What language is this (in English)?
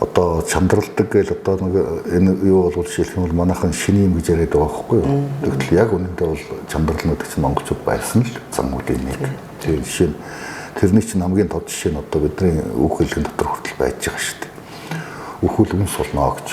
Mongolian